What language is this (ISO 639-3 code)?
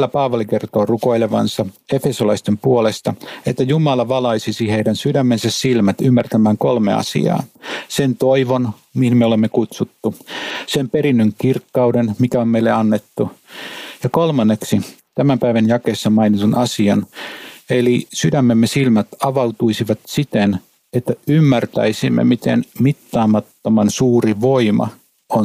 fin